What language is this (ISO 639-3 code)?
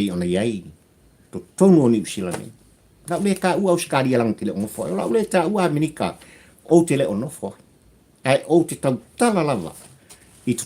smo